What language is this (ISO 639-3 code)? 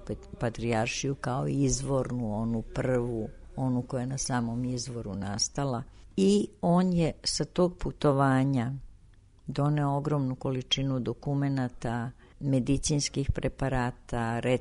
srp